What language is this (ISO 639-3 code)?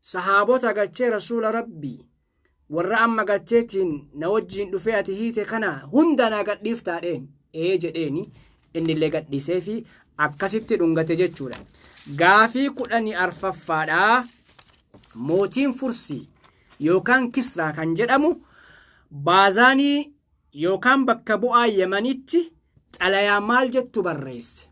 orm